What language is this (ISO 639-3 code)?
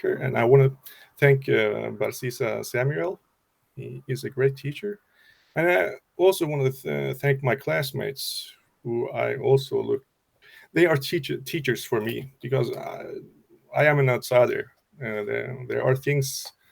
eng